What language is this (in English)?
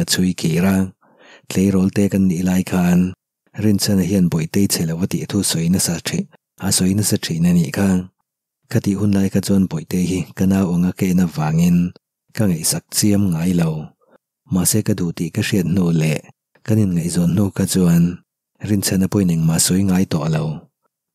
Mizo